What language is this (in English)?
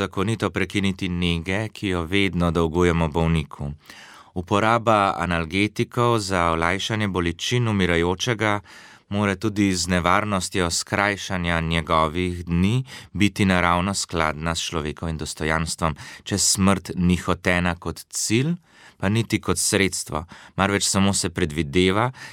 Slovenian